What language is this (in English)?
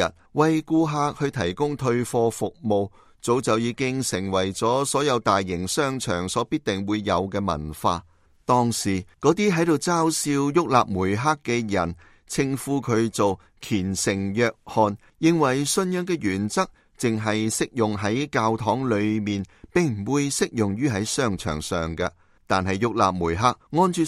Cantonese